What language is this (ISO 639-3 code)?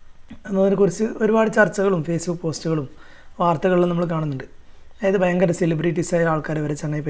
mal